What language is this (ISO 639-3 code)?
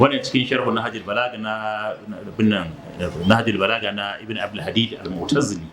hau